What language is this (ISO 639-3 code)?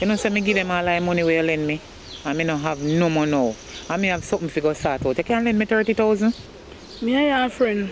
jam